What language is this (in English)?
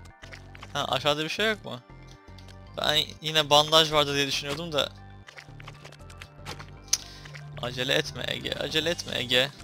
Turkish